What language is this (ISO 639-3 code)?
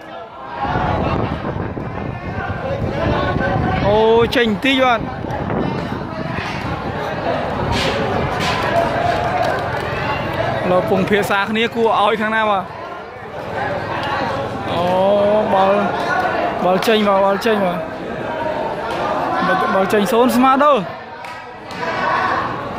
vie